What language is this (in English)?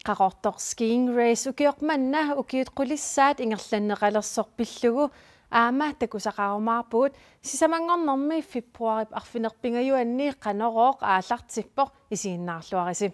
Kalaallisut